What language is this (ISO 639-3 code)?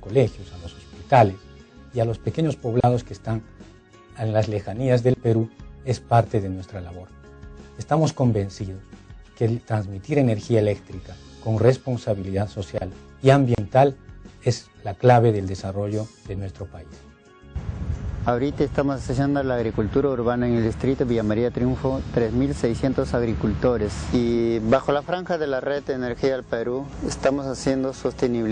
spa